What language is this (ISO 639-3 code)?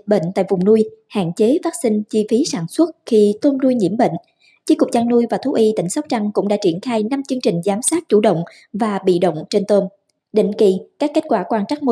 vie